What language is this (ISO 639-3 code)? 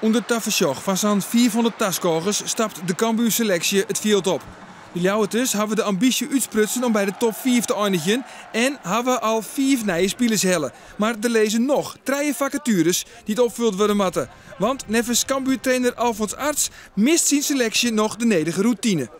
fry